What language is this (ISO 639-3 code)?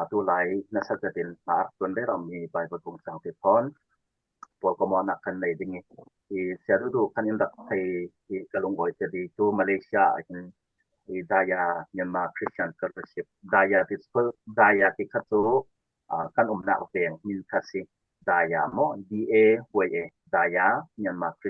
cfm